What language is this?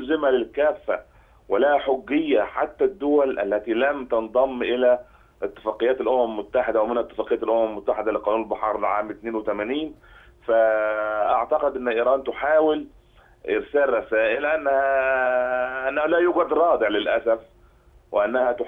Arabic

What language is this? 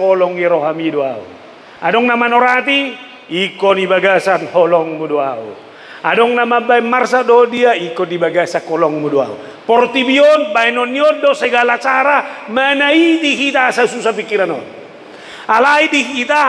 Batak Toba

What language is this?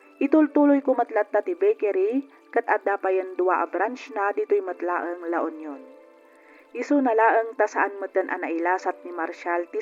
Iloko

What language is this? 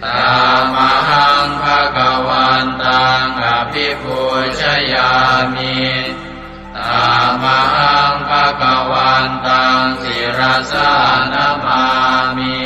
Pali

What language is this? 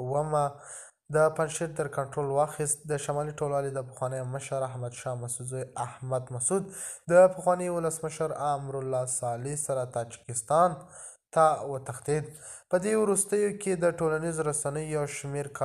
Pashto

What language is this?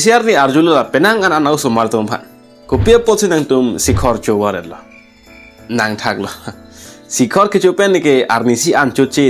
Karbi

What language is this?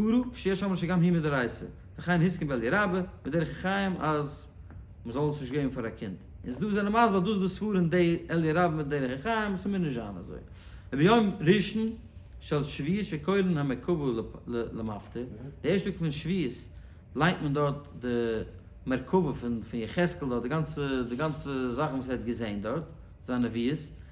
Yiddish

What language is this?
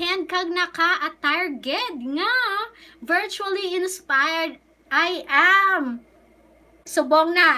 Hiligaynon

